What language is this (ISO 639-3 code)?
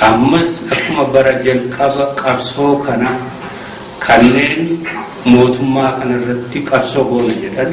orm